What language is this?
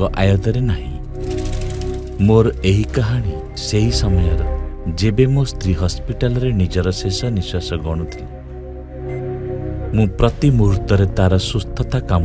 Odia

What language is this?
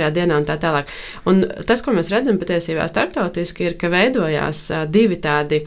Latvian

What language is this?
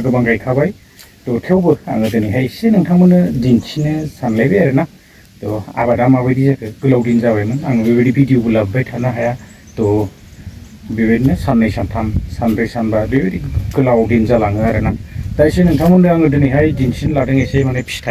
Bodo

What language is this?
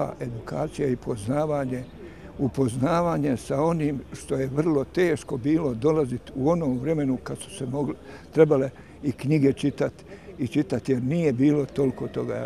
Bosnian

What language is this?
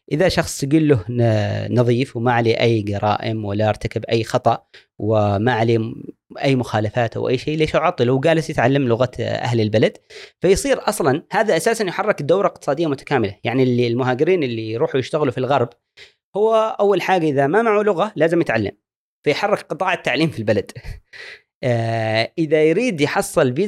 Gulf Arabic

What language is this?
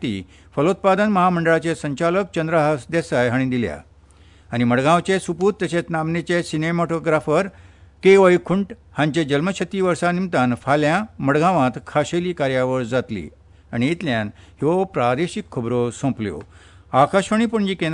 Konkani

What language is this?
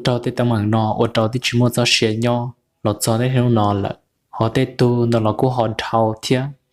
Hmong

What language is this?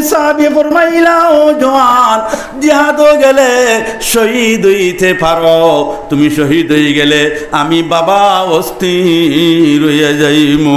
Sylheti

